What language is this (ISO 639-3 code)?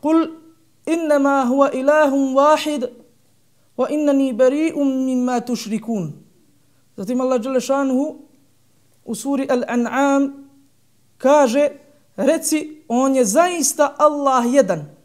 bos